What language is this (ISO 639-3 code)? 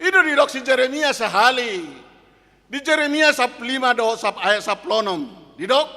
bbc